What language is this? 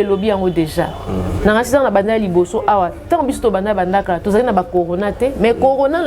Lingala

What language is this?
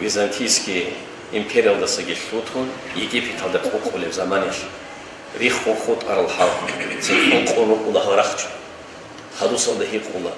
Avaric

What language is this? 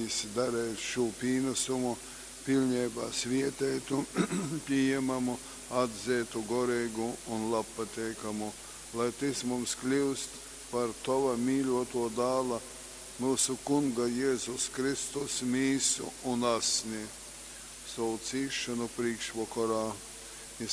Latgalian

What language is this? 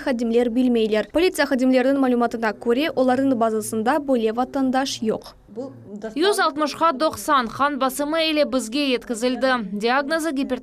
Crimean Tatar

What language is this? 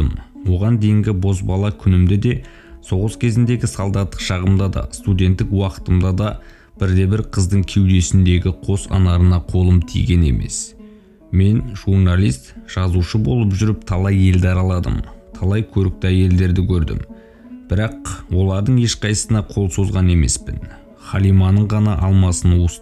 Kazakh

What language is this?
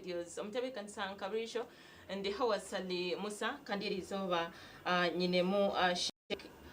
Nyankole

